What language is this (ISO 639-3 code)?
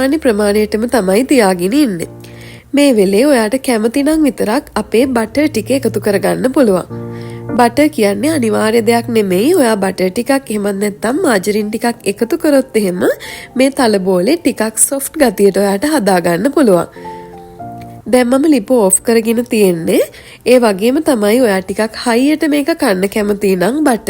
sin